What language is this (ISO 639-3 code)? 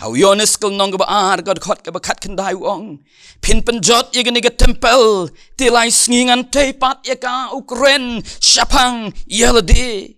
kha